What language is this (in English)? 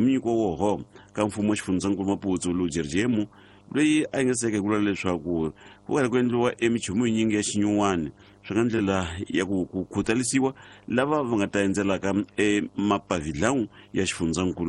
Tsonga